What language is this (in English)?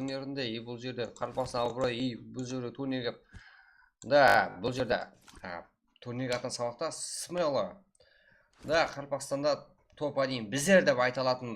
Kara-Kalpak